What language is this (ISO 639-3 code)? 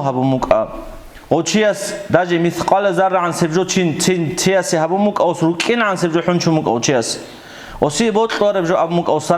ava